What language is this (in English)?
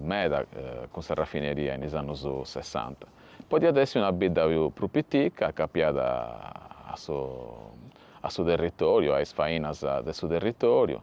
Sardinian